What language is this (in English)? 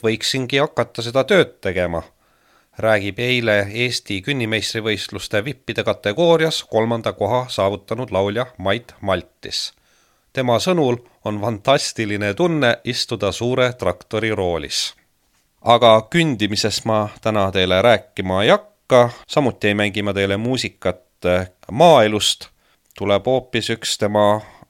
Estonian